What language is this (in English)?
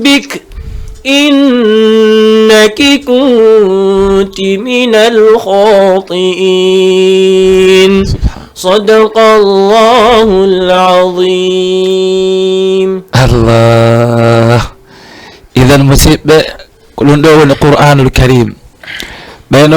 Fula